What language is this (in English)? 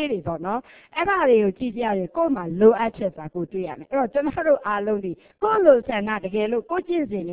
Burmese